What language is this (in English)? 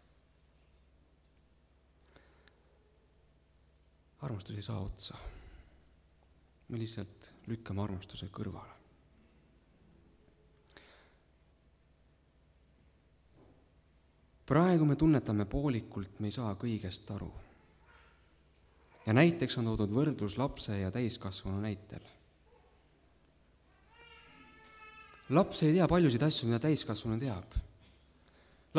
Estonian